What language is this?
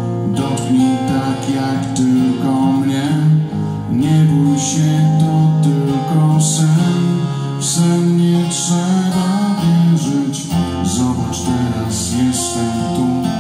Polish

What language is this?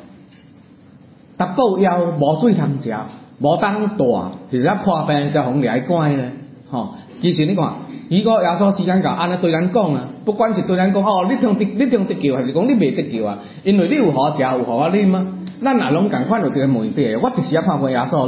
Min Nan Chinese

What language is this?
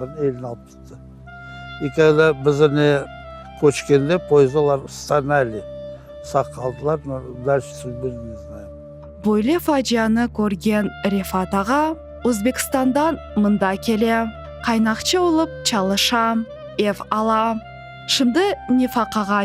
Crimean Tatar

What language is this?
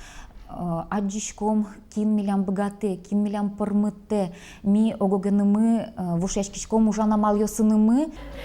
Udmurt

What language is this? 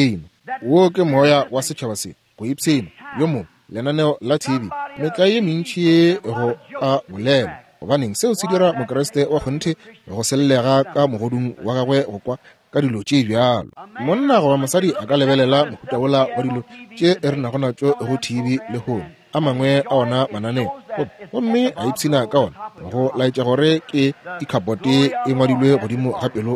Northern Sotho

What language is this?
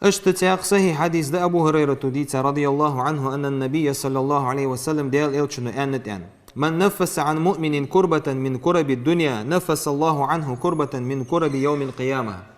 Ingush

